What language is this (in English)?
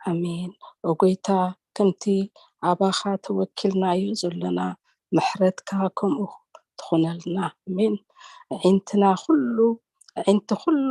Tigrinya